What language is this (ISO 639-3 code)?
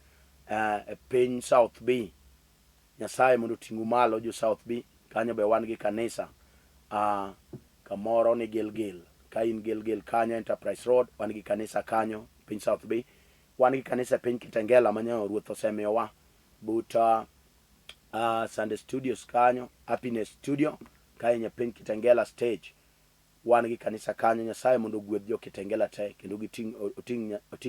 luo